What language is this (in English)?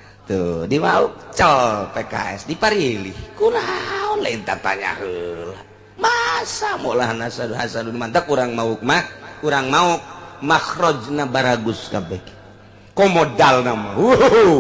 Sundanese